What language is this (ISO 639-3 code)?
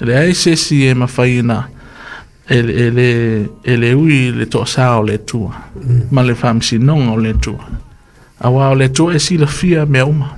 smo